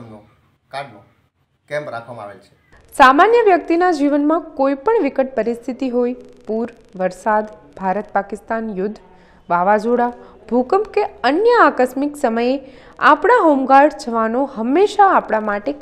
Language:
Gujarati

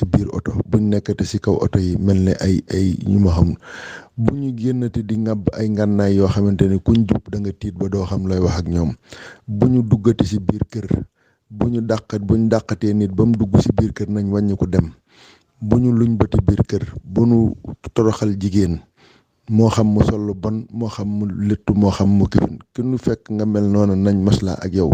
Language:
Wolof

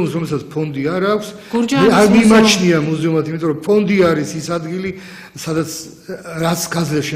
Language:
Georgian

